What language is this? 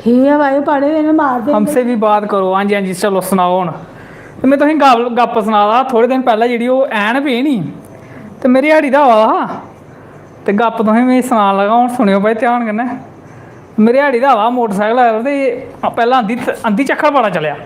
Dogri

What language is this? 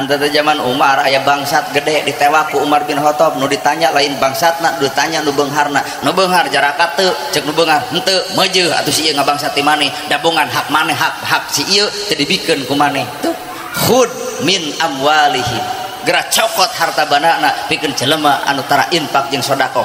Sundanese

